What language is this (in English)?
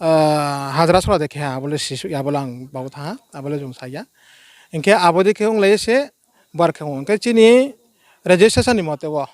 Riang (India)